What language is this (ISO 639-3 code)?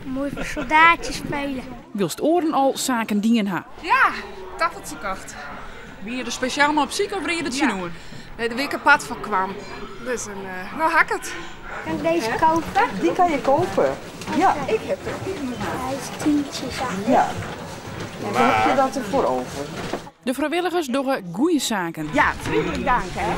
fry